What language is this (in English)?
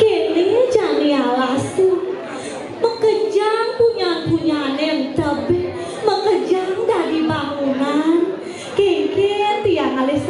Balinese